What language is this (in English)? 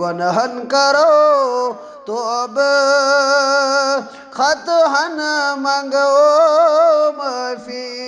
Kashmiri